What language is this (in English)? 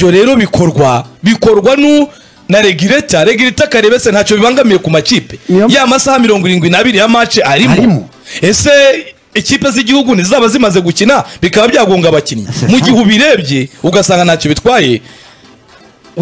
Kinyarwanda